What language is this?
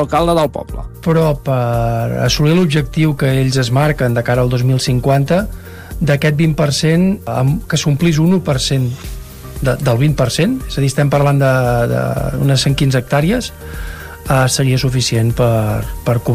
Catalan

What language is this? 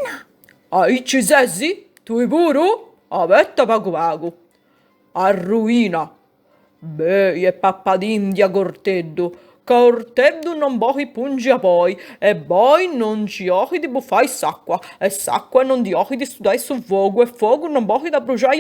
Sardinian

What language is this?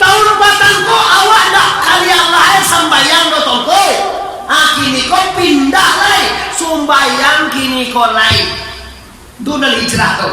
Minangkabau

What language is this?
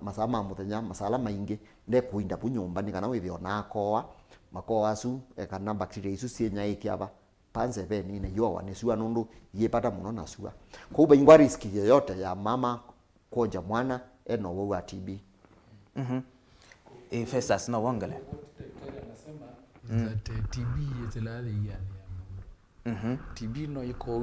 Kamba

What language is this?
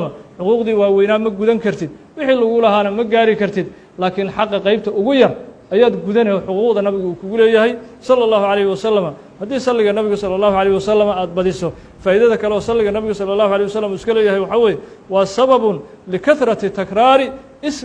Somali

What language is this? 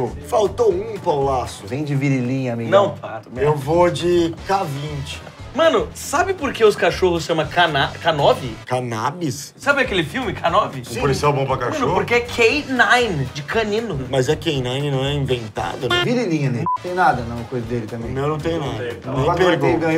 Portuguese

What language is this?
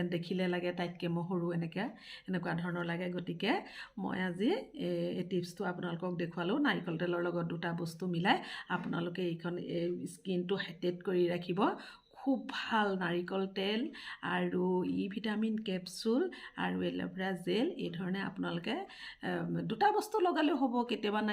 Assamese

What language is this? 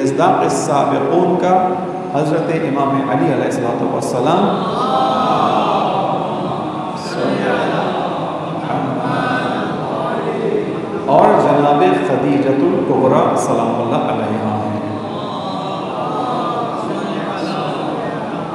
Urdu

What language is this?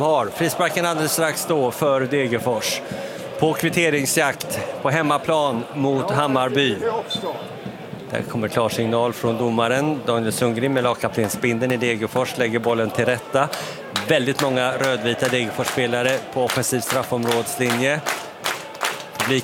Swedish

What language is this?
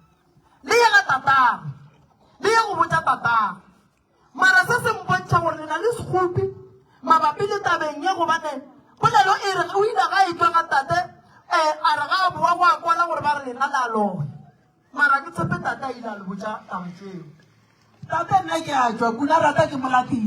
Northern Sotho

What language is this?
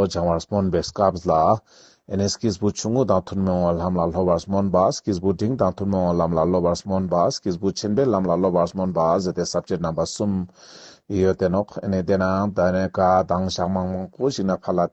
Ladakhi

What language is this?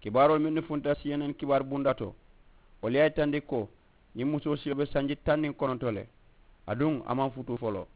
Mandingo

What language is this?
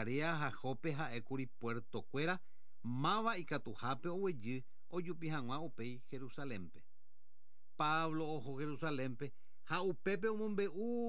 Guarani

